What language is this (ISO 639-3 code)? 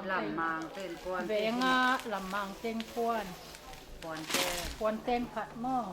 ctd